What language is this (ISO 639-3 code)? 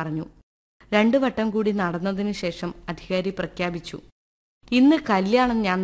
mal